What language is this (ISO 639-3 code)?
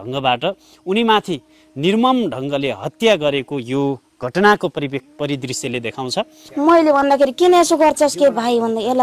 nep